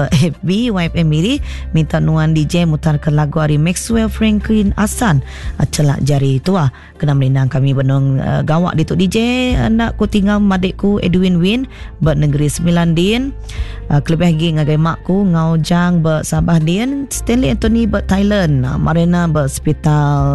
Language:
Iban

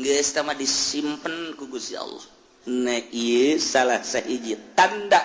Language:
Sundanese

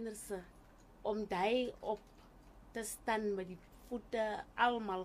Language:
Afrikaans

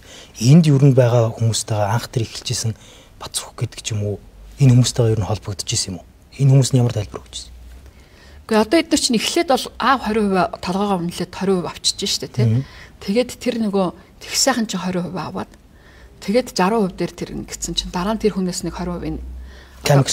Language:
Mongolian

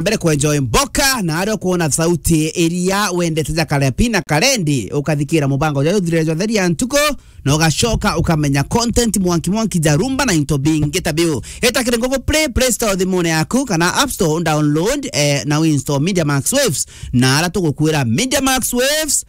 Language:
Meru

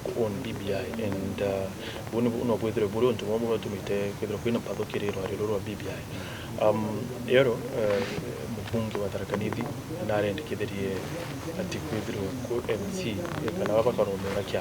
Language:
Meru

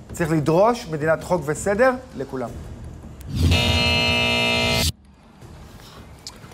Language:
Hebrew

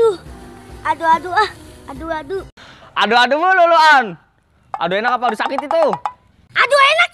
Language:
Betawi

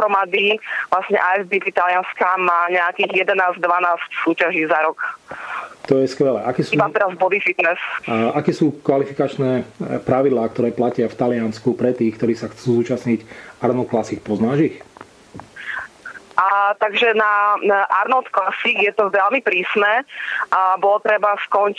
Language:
Slovak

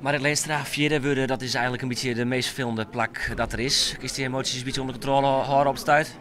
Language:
Western Frisian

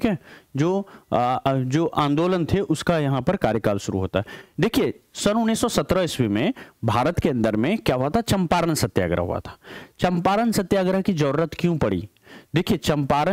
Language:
Hindi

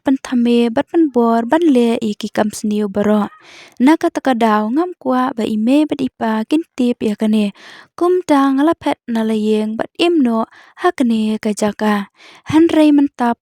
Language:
Khasi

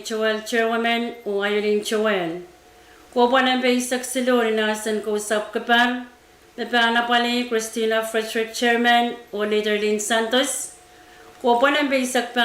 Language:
Pohnpeian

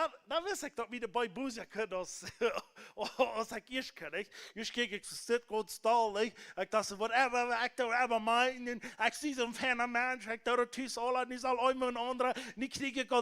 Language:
Plautdietsch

